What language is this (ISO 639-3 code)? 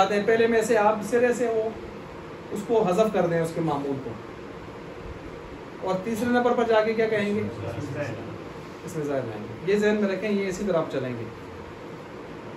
urd